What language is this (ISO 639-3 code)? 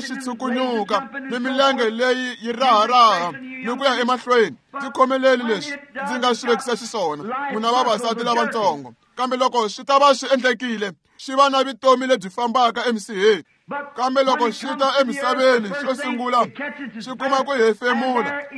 tso